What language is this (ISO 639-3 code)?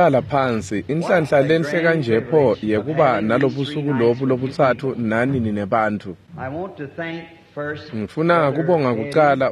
ssw